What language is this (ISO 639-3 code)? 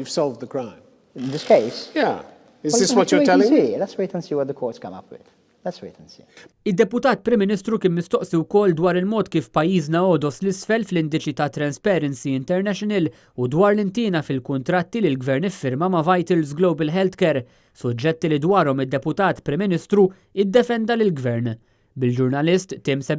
mlt